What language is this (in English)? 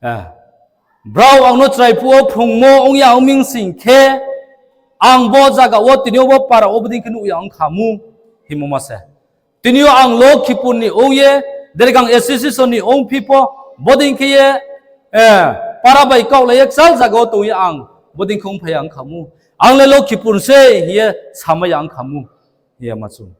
Riang (India)